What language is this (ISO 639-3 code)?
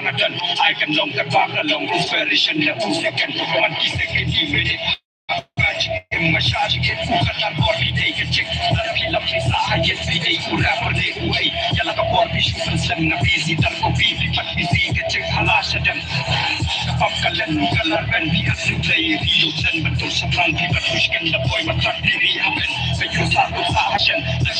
kha